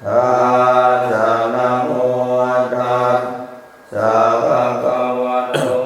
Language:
Pali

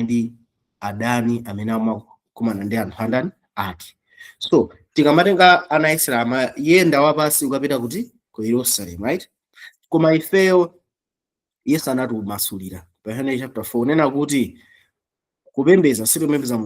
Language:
Nyanja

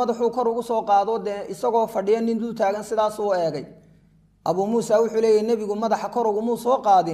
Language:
Somali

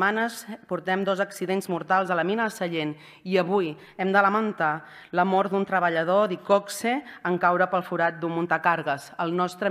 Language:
Catalan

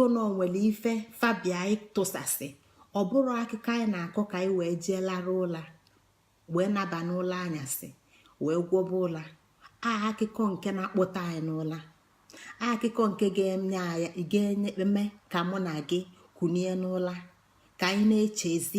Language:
Igbo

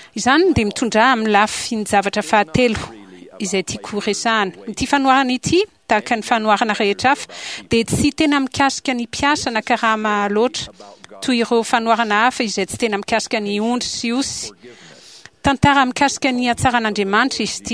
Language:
Malagasy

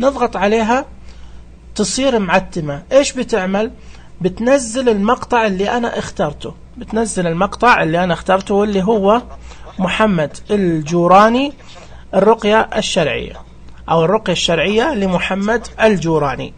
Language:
Najdi Arabic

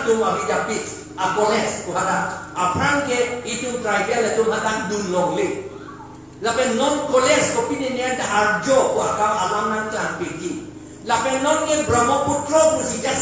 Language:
Karbi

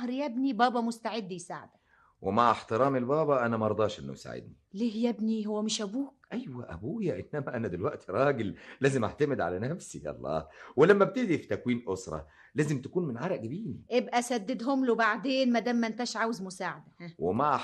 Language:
Egyptian Arabic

